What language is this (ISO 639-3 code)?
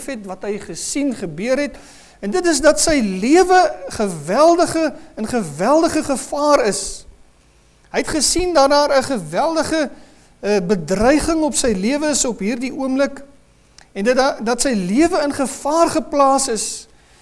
afr